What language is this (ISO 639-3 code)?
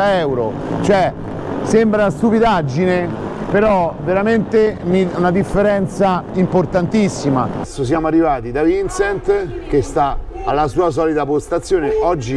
ita